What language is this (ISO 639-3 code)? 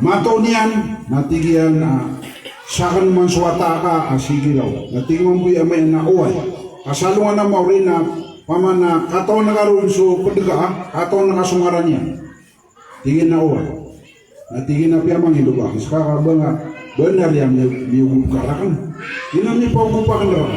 mrw